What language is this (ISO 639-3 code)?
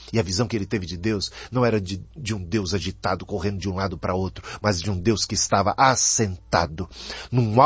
por